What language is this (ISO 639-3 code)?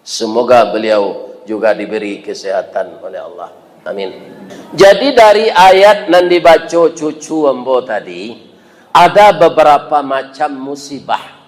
min